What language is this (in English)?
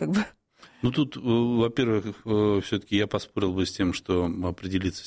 Russian